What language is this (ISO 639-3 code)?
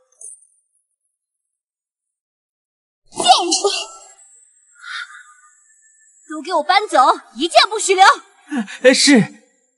zho